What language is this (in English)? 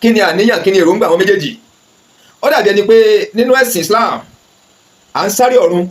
Yoruba